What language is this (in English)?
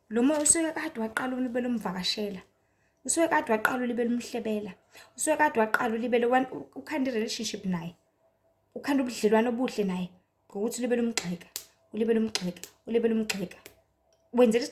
Zulu